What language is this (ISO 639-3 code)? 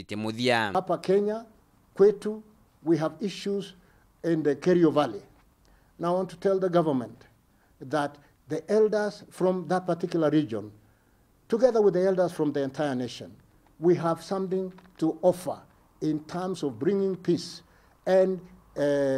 mer